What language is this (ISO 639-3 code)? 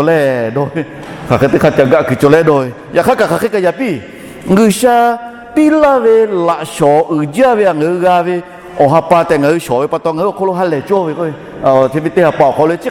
lhu